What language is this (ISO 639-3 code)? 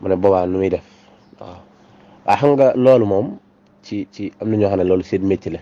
wol